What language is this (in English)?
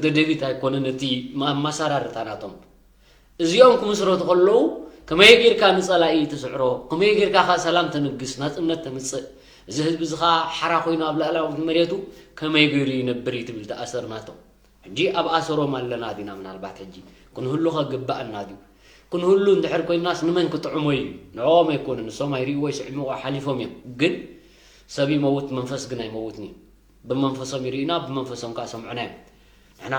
Tigrinya